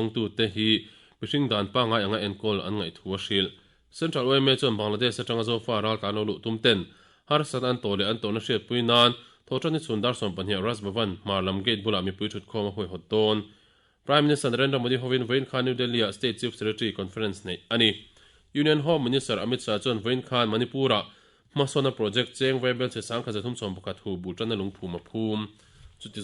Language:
Mizo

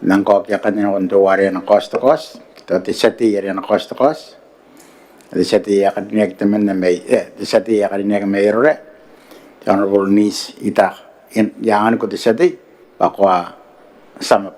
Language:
Gilbertese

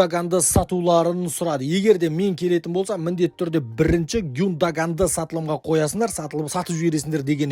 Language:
Kazakh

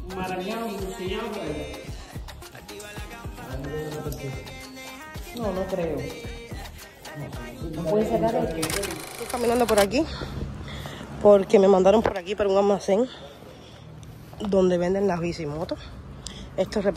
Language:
Spanish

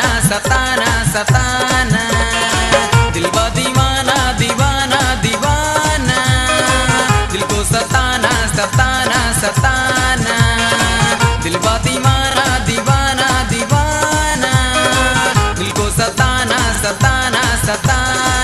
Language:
Bhojpuri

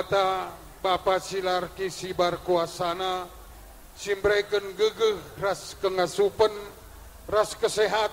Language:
Batak Karo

